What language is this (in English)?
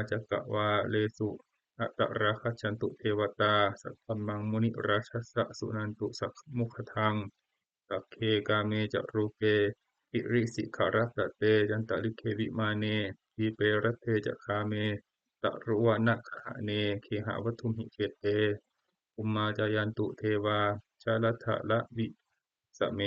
Pali